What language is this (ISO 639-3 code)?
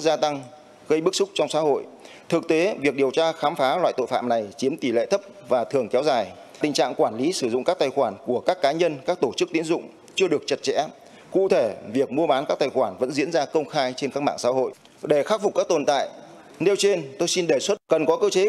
vie